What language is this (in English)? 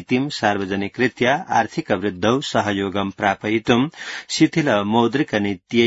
Sanskrit